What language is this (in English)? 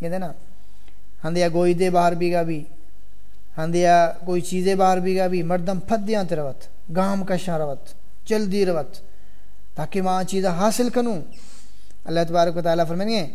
Saraiki